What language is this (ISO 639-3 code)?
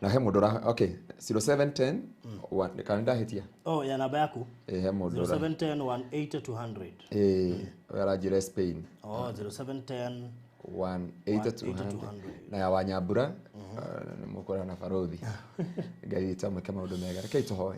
kik